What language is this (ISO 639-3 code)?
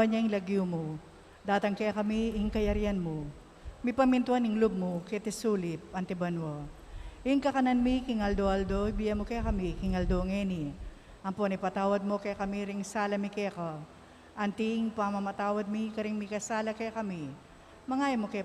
pam